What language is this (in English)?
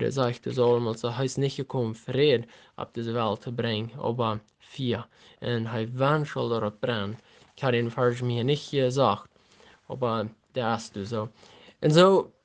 Plautdietsch